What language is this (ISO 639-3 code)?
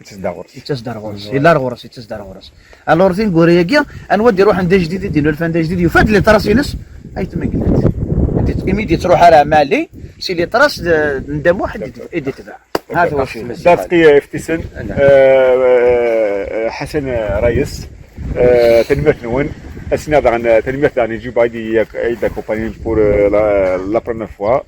kab